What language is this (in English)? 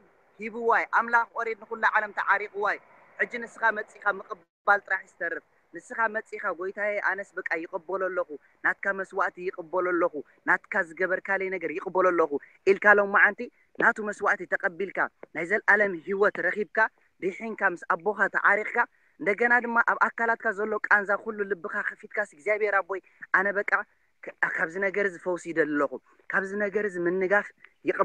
Tigrinya